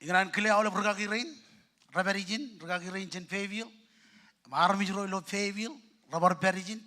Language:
Marshallese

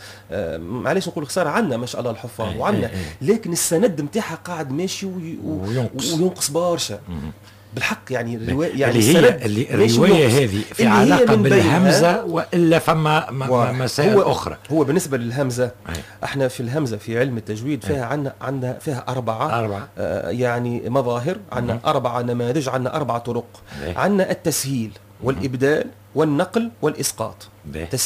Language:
Tunisian Arabic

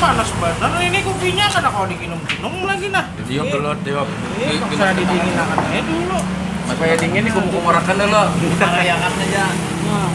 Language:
Banjar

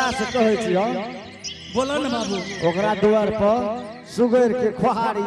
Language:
Angika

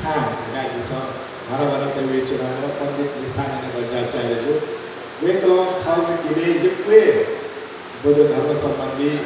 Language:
Newari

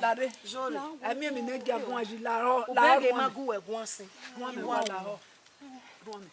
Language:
Bini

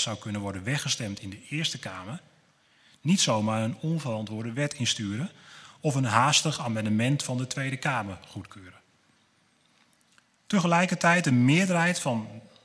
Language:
Dutch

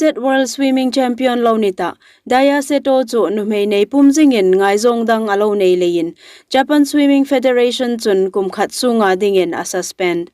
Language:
Hmar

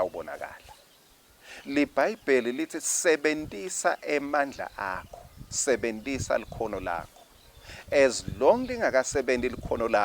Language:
Swati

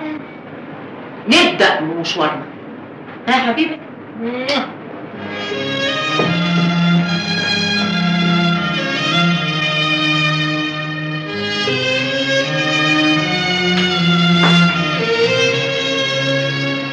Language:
Egyptian Arabic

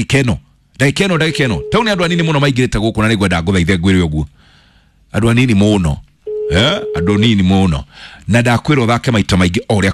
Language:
Kikuyu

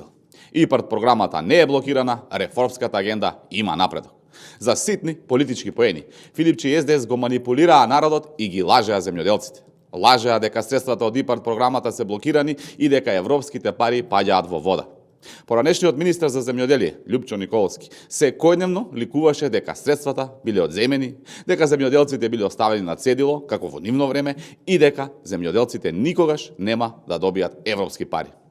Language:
Macedonian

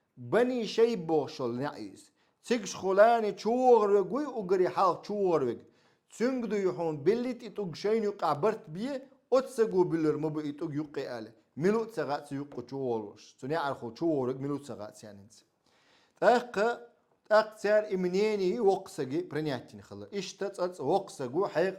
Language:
Chechen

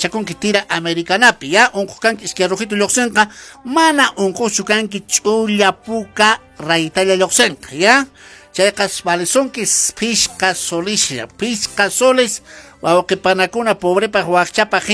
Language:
Quechua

